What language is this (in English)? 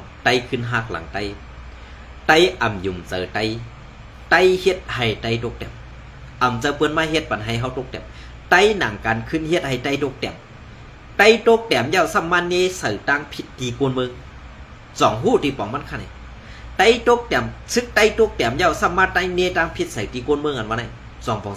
Shan